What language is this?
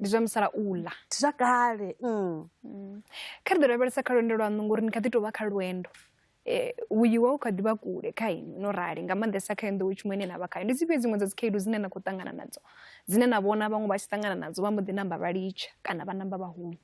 Venda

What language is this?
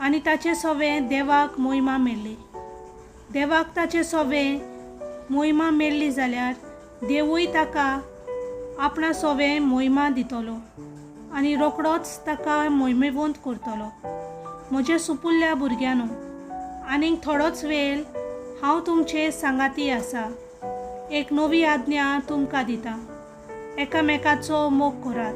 Konkani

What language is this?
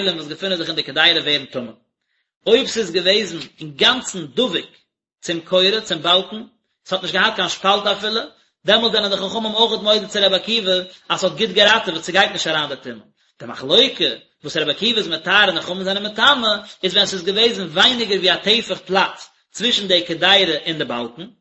Yiddish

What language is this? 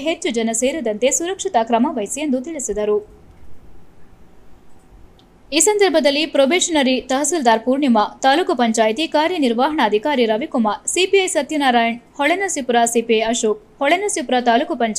Kannada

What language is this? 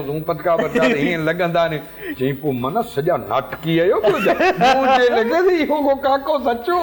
Sindhi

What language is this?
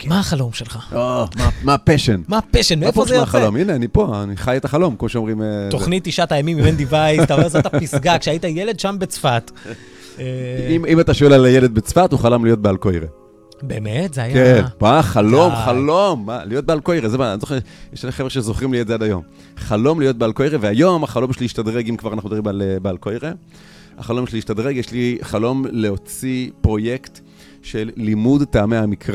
Hebrew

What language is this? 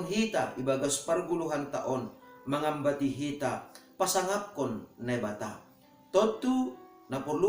Batak Simalungun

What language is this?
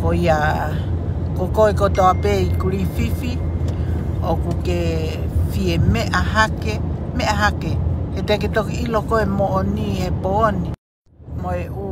Tongan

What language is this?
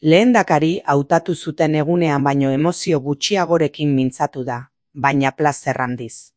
Basque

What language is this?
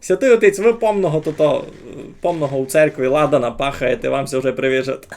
Rusyn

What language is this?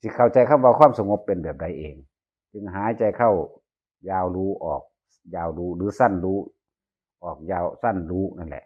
Northeastern Thai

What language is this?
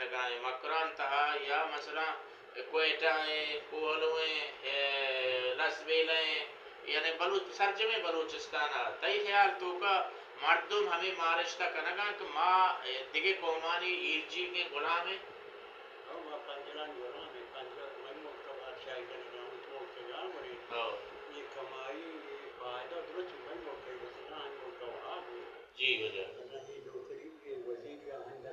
Baluchi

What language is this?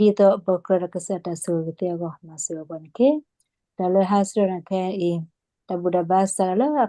S'gaw Karen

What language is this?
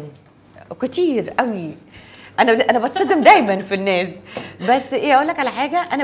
Egyptian Arabic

